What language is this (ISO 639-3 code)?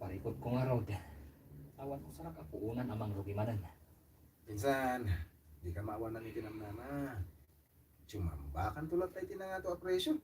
ilo